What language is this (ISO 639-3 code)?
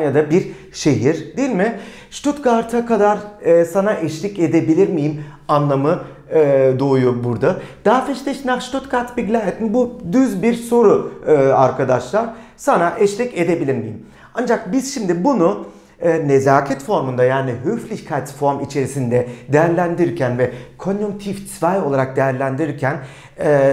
tur